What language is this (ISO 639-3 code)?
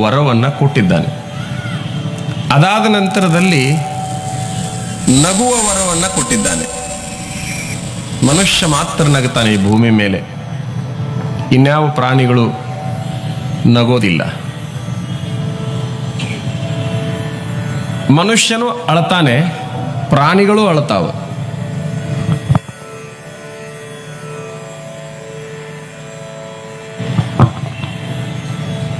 kan